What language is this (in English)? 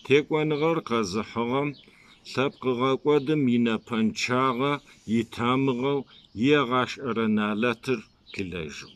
Kabardian